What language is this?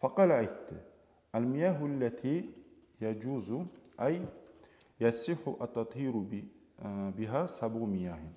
Kumyk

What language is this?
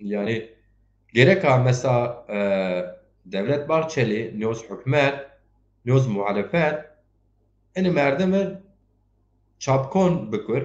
Zaza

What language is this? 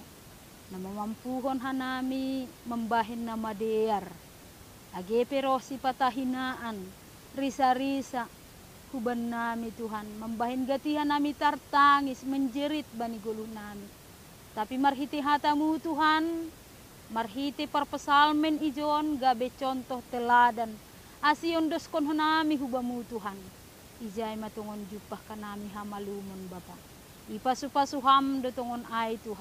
Batak Simalungun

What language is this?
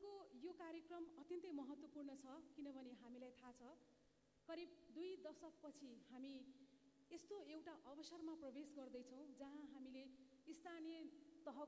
Nepali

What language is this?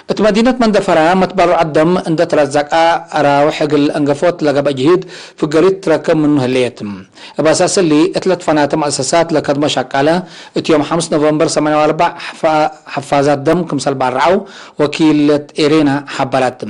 Tigre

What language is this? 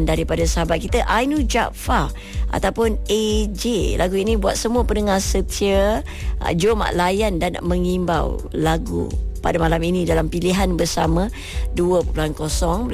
Malay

